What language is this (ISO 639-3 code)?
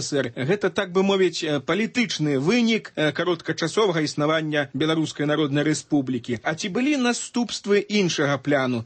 bel